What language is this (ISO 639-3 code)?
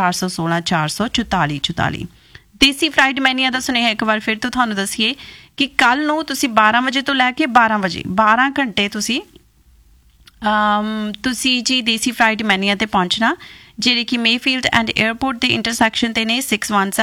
pan